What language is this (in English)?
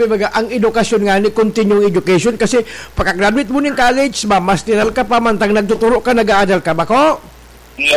Bikol